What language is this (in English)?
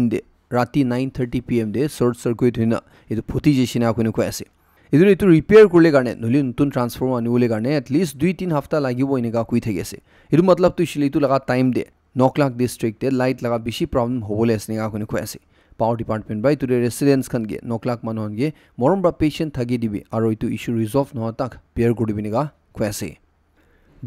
Naga Pidgin